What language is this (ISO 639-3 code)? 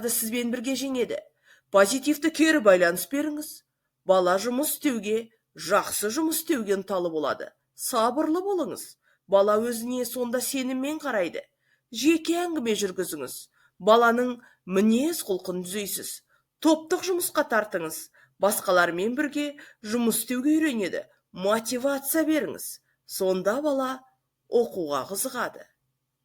kaz